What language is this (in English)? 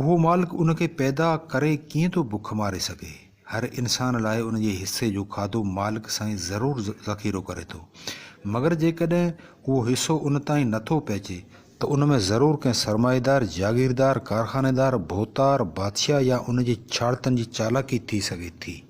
Sindhi